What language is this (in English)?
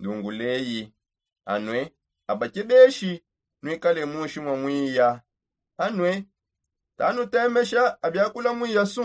Songe